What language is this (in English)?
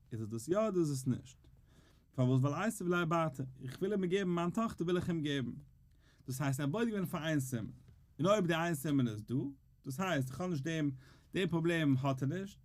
Yiddish